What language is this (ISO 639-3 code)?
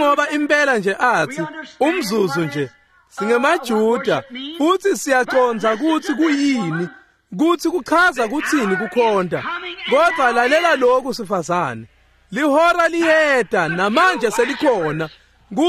ssw